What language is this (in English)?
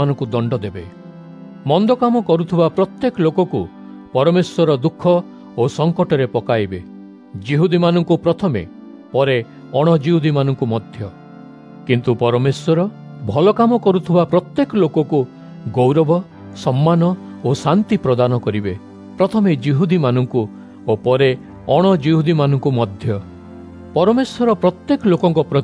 Odia